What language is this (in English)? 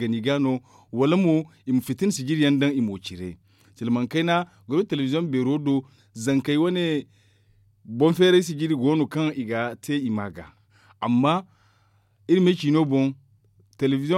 Zarma